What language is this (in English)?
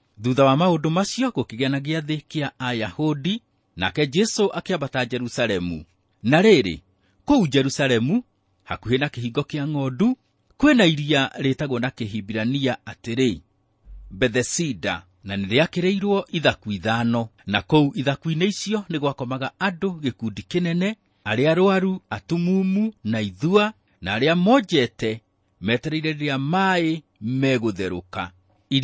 Kikuyu